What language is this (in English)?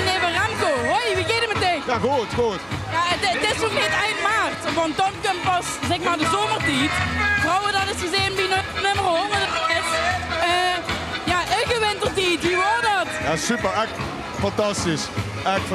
Limburgish